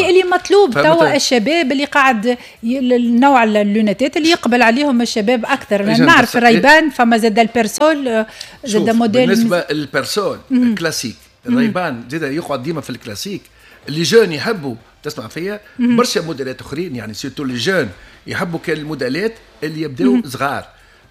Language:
Tunisian Arabic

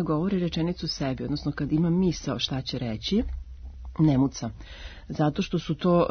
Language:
Serbian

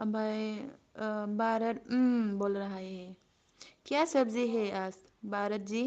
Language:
Bodo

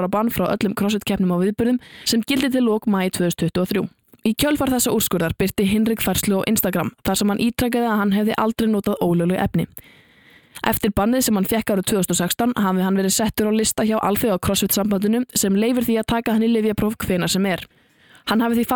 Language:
Icelandic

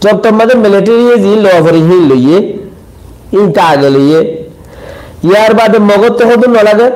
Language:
Rohingya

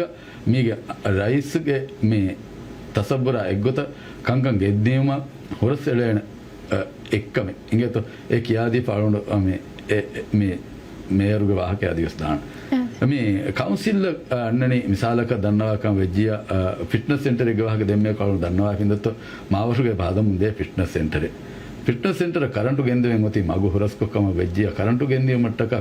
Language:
Divehi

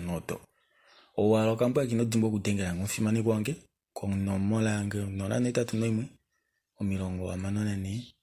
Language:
Kuanyama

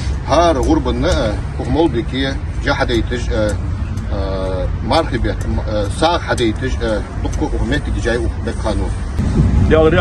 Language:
Ingush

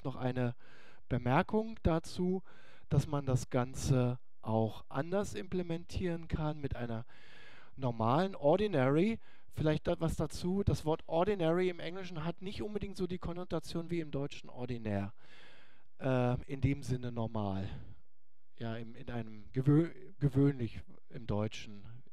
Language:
German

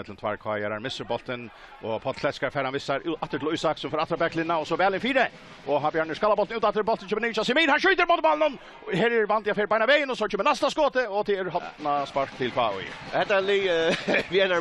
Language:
Faroese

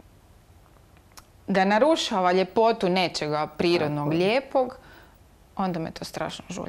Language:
Croatian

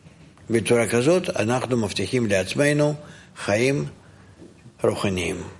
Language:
Hebrew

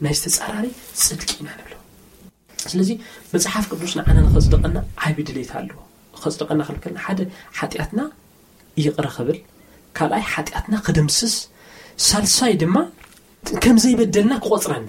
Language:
Tigrinya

